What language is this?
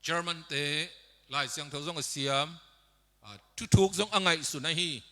Tedim Chin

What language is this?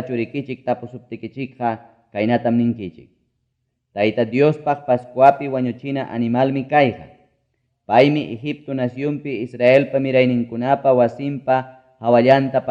Ayacucho Quechua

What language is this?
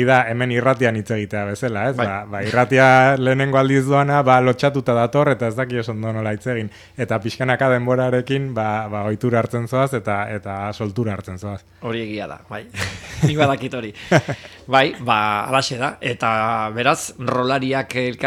Basque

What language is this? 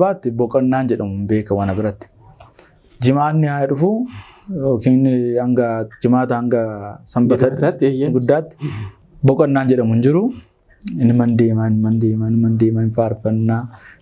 Oromo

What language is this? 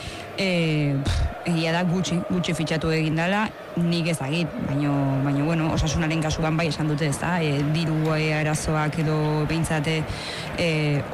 Basque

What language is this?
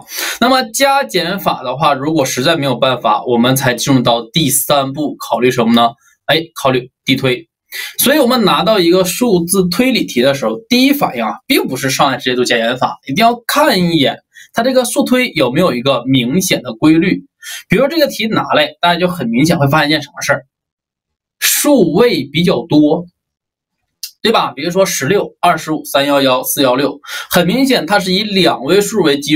Chinese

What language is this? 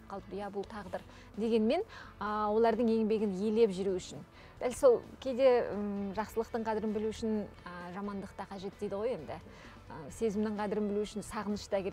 Kazakh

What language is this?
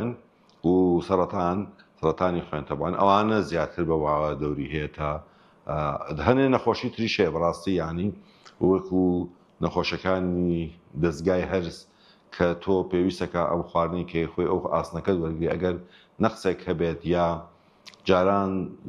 Central Kurdish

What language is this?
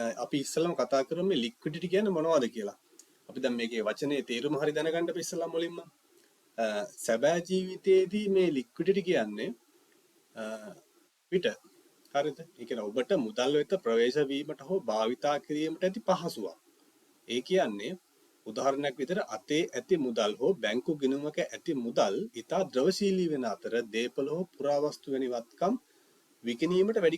Sinhala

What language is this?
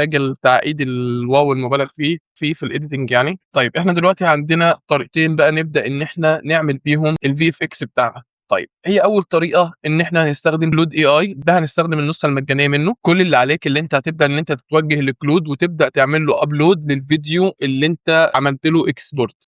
Egyptian Arabic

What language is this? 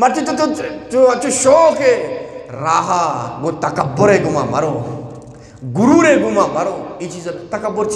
Eastern Balochi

